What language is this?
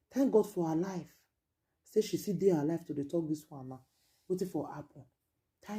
Nigerian Pidgin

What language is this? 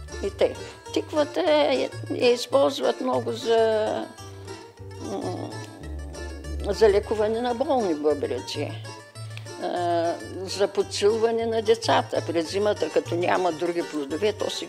Bulgarian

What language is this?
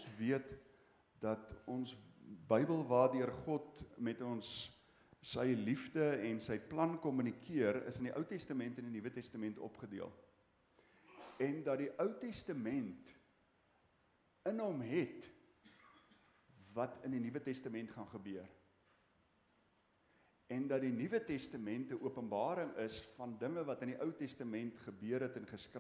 Afrikaans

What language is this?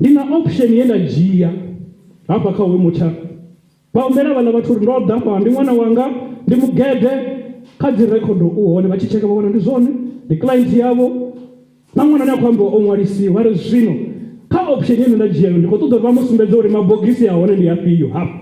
Venda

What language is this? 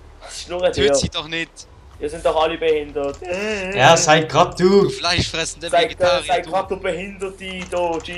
Swiss German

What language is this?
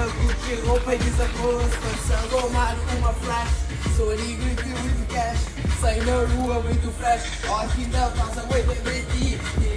Kabuverdianu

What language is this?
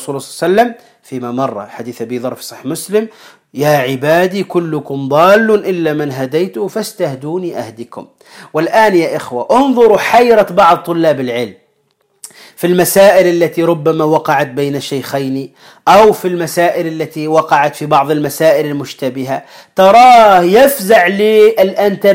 Arabic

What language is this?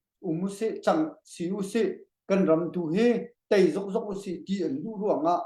Hakha Chin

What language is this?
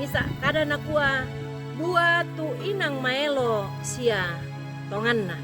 Toraja-Sa'dan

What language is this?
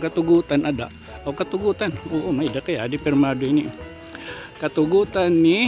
Waray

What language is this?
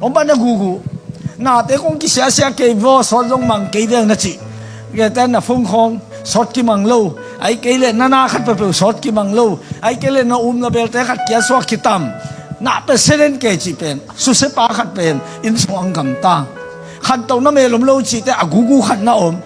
Tedim Chin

